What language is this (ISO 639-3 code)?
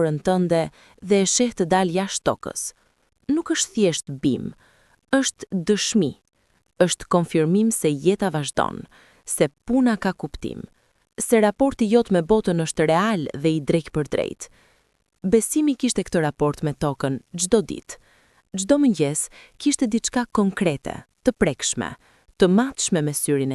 sqi